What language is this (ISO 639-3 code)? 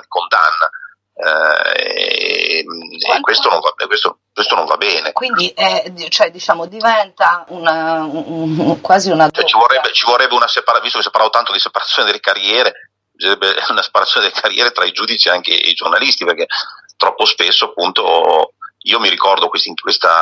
ita